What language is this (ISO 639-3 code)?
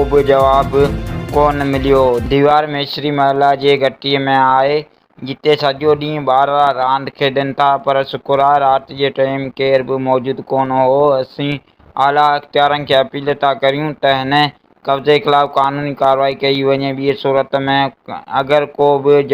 snd